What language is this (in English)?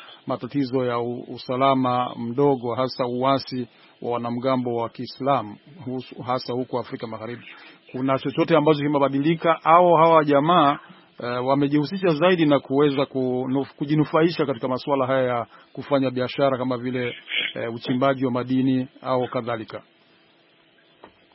Swahili